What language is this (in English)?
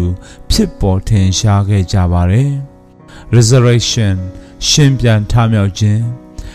Burmese